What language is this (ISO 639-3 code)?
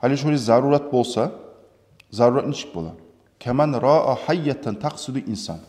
kum